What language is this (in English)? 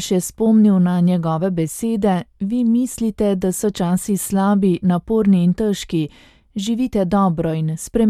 Slovenian